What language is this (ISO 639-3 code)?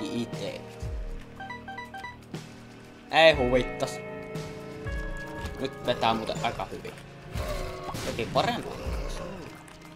fin